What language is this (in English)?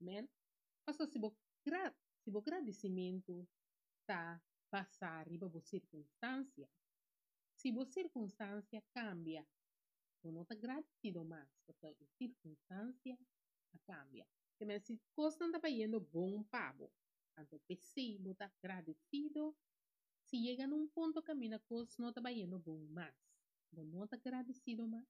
Papiamento